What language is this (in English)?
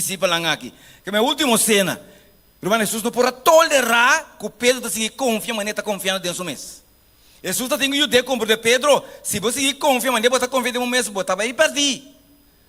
Papiamento